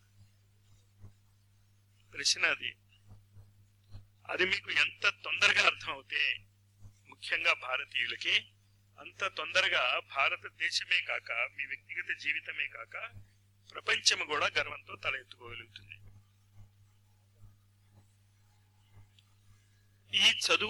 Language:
Telugu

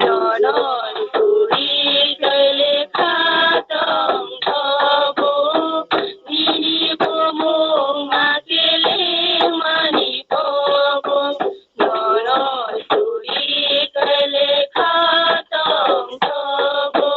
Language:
Kok Borok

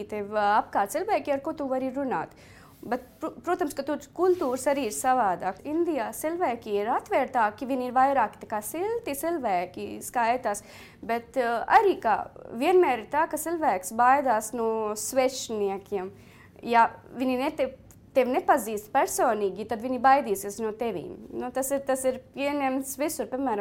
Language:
Latvian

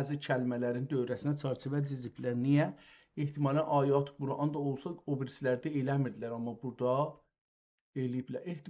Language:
South Azerbaijani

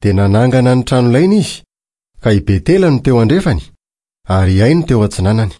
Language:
Malagasy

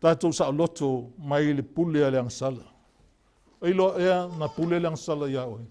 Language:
Samoan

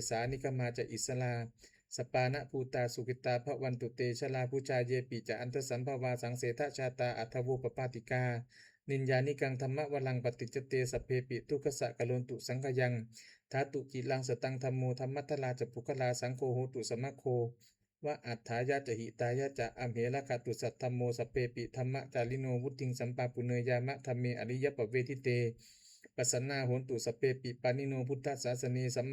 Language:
Pali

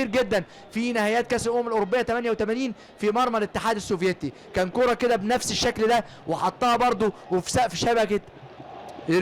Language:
Egyptian Arabic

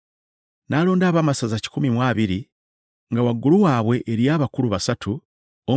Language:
Ganda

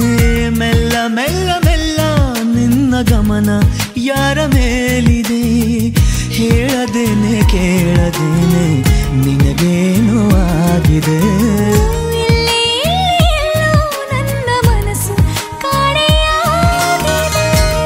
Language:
Kannada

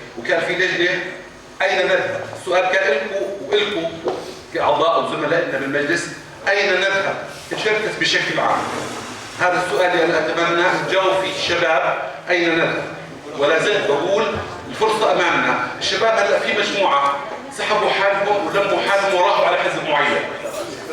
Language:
North Levantine Arabic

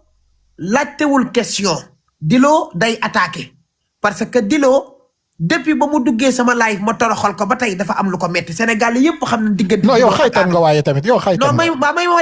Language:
Wolof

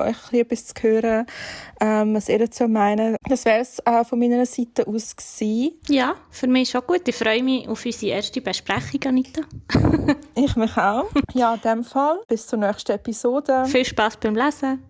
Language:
Swiss German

